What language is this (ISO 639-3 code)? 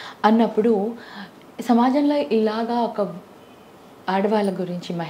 tel